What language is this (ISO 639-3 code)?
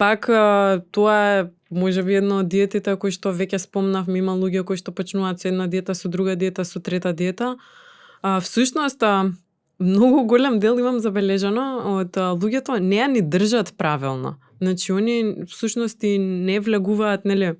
mkd